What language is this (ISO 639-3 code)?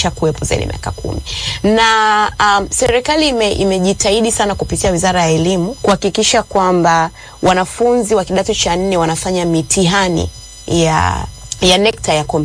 swa